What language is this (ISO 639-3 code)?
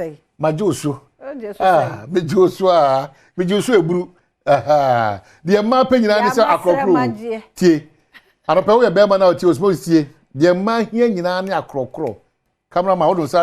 aka